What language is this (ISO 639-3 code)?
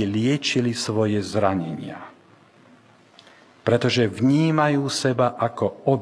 slk